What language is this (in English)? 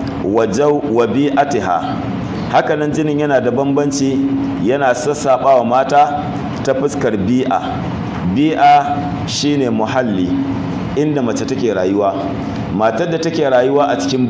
Hausa